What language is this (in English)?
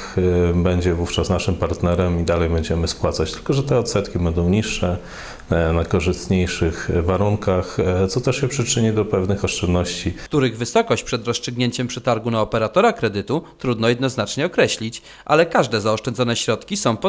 Polish